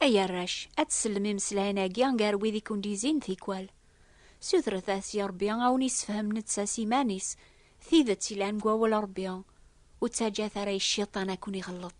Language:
Kabyle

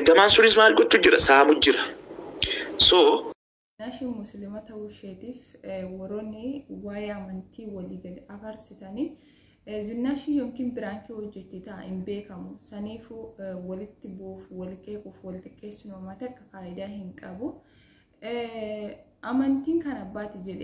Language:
Oromo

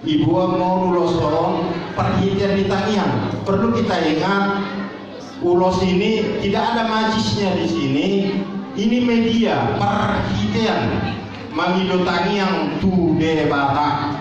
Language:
Batak Toba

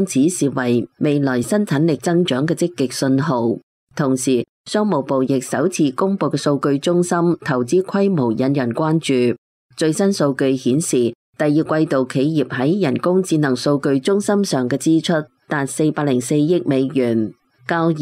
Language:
Cantonese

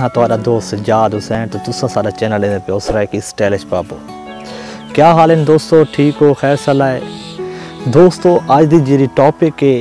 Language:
Saraiki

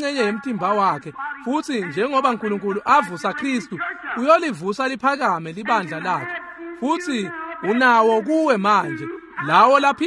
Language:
Swati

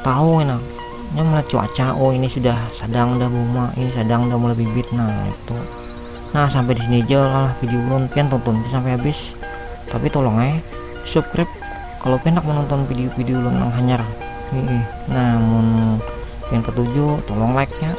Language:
Banjar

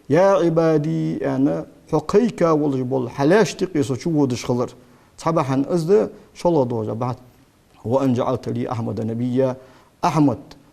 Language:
Ingush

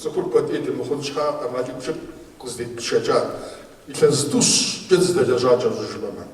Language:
Kabardian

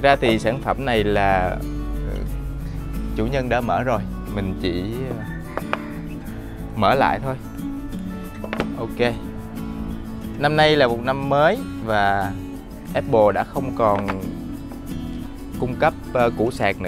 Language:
Vietnamese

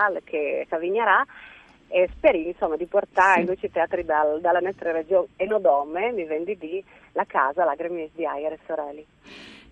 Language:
Friulian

